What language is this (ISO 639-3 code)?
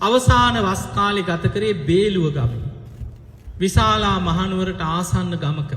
sin